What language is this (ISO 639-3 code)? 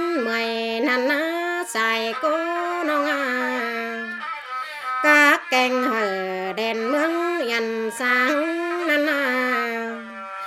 vie